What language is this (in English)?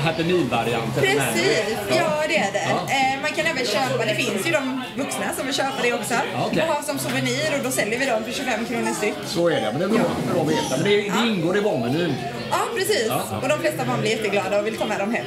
Swedish